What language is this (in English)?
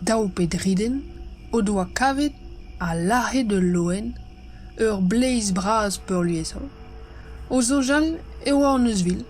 Breton